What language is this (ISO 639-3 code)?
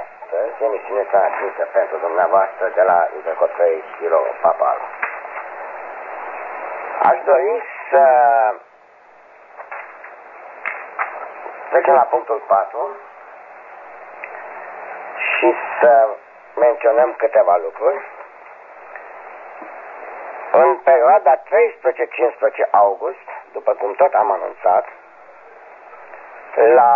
ron